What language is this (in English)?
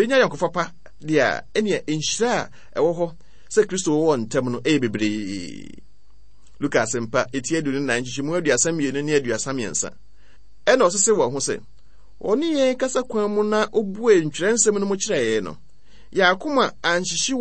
Akan